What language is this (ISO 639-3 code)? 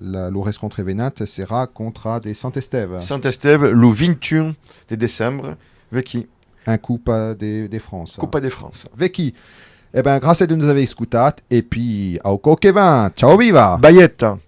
oci